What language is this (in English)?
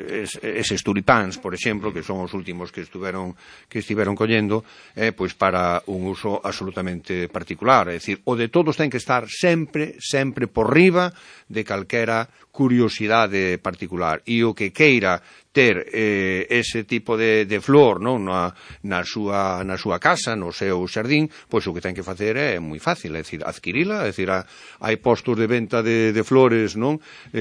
Galician